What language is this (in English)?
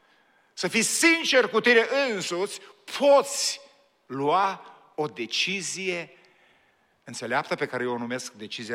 Romanian